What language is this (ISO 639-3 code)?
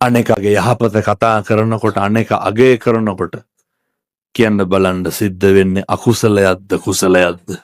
sin